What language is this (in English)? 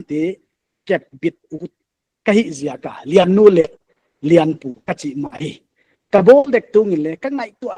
Paite Chin